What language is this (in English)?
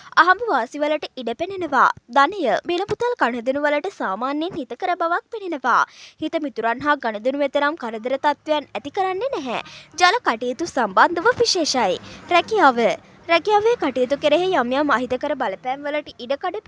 Sinhala